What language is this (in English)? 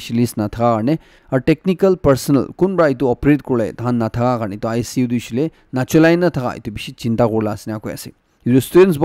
Naga Pidgin